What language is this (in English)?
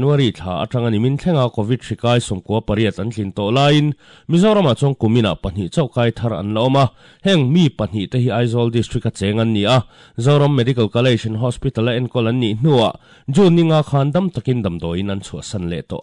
Mizo